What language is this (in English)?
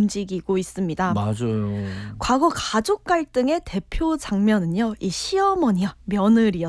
Korean